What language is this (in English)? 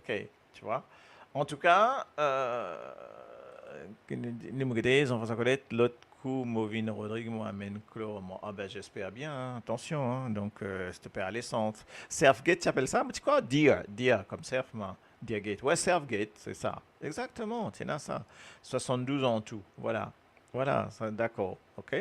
Morisyen